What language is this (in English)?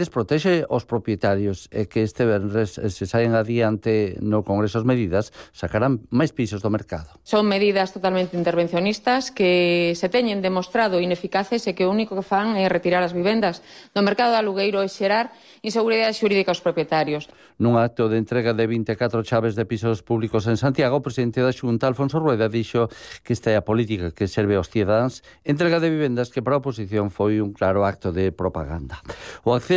Galician